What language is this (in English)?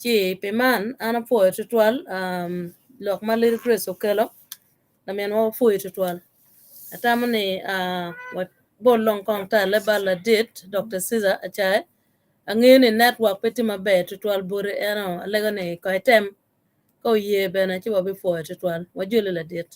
Acoli